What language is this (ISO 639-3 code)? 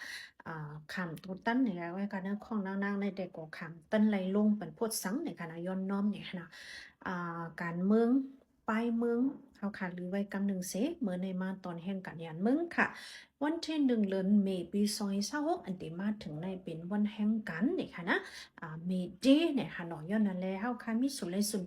shn